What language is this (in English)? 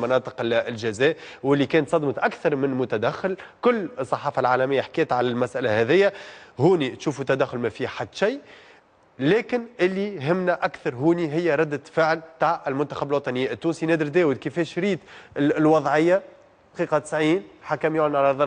Tunisian Arabic